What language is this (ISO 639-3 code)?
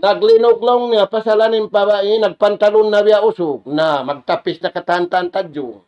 tsg